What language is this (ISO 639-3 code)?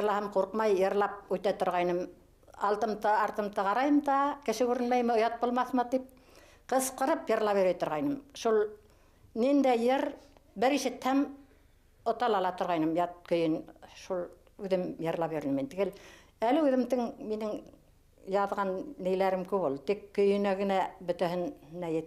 bak